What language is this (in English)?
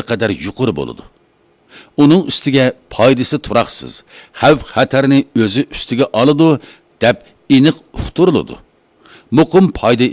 Uyghur